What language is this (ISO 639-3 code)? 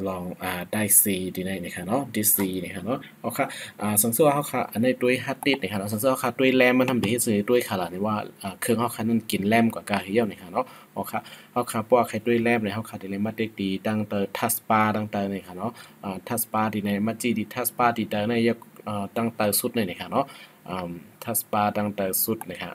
shn